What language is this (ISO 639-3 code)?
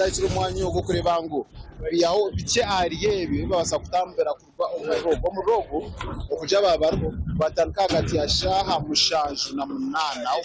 nyn